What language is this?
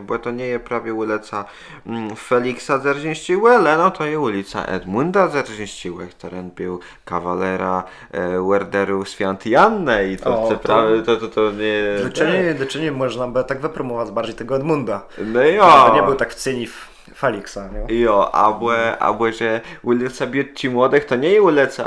Kashubian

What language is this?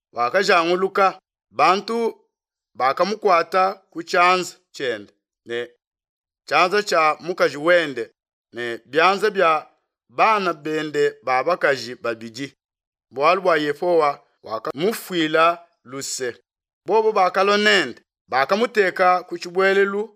Luba-Lulua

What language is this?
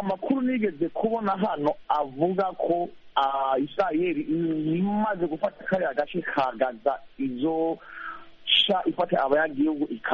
Kinyarwanda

